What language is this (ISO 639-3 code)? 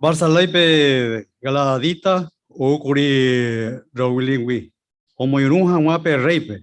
grn